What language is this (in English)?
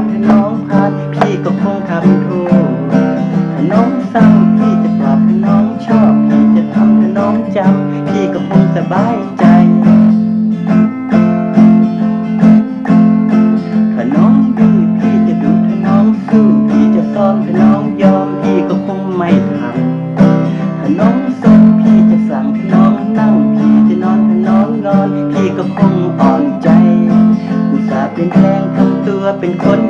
Thai